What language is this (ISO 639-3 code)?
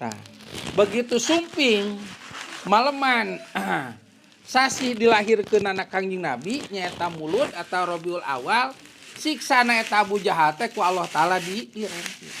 sun